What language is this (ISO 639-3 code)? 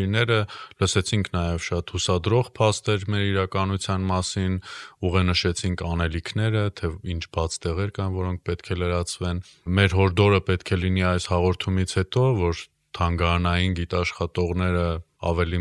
hye